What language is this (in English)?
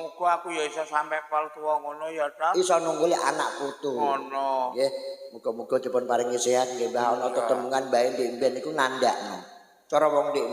Javanese